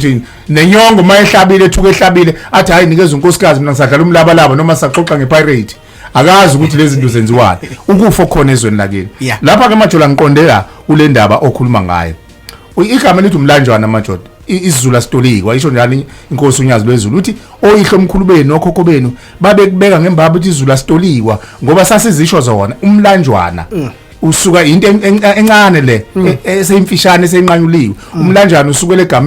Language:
Zulu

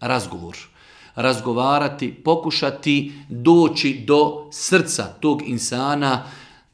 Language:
Bosnian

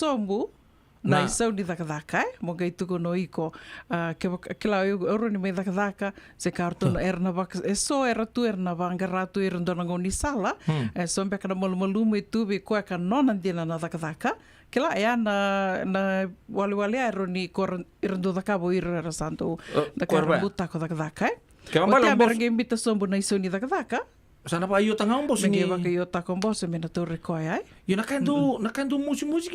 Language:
Fijian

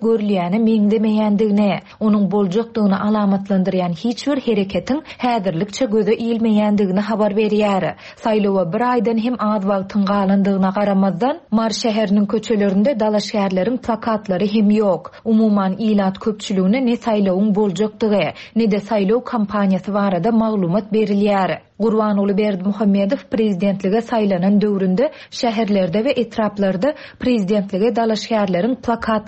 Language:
Turkmen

